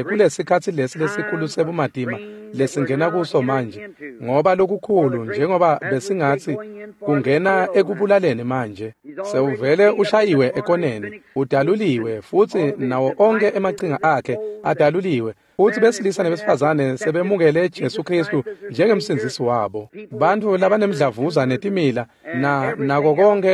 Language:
Swati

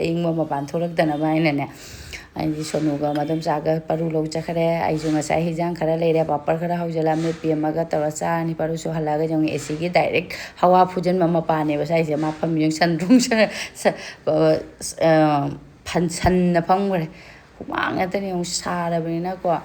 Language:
Manipuri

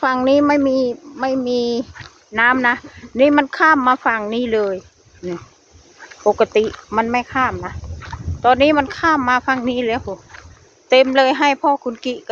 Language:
Northeastern Thai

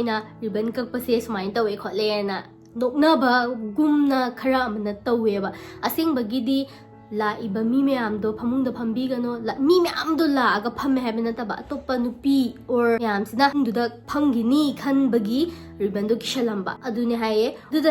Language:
Manipuri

